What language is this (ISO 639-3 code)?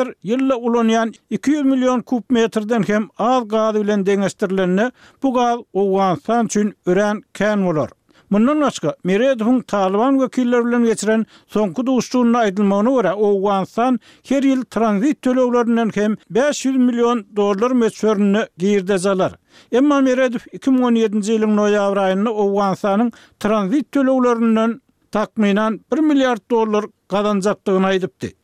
tuk